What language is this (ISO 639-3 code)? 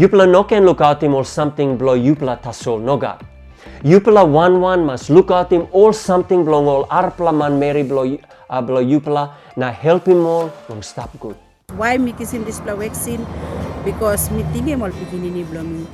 tpi